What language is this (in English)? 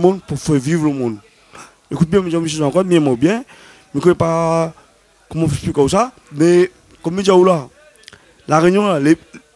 Réunion Creole French